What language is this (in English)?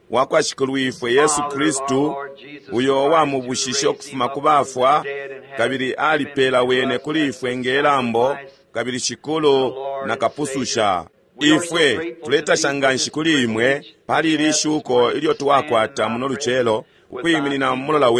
Bemba